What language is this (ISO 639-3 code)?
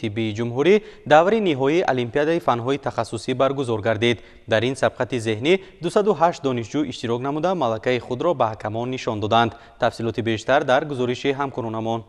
tgk